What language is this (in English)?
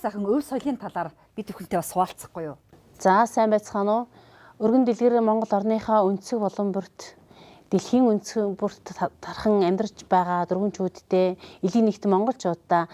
Mongolian